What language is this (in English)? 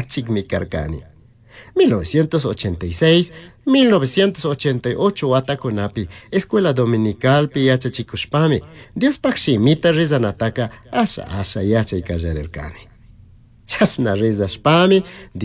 Chimborazo Highland Quichua